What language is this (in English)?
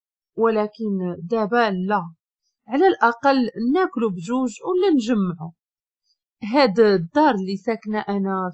Moroccan Arabic